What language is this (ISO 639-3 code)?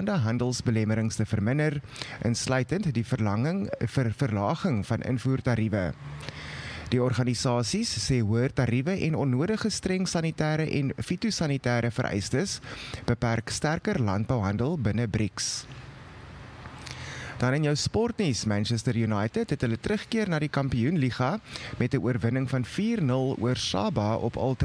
afr